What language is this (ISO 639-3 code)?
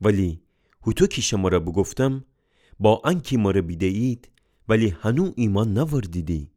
glk